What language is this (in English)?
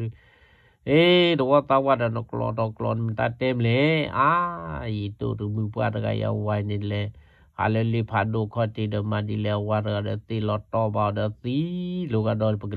S'gaw Karen